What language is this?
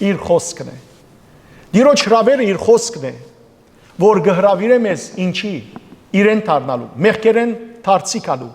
Western Armenian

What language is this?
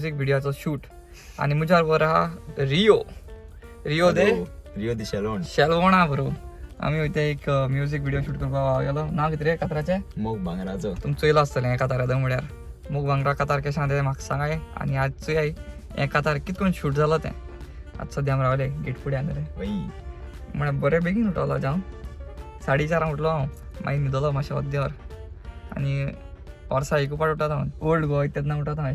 Konkani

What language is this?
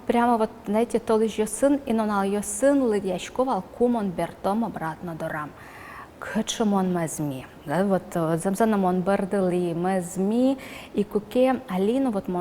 Udmurt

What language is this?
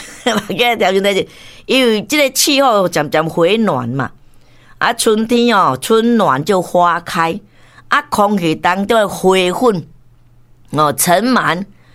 Min Nan Chinese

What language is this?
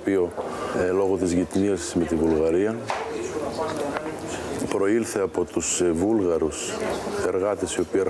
Greek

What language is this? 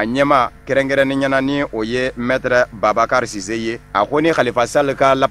Bambara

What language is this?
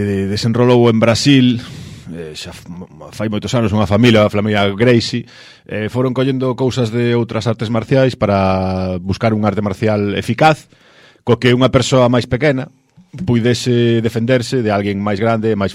Galician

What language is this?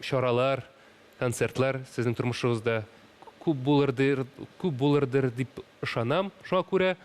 Tatar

